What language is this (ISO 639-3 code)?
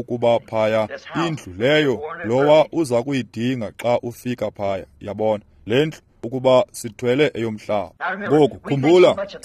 xho